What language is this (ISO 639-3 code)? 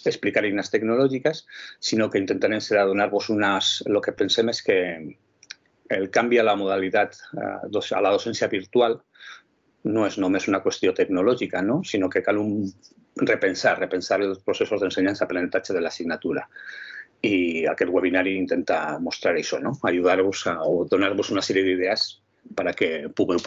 cat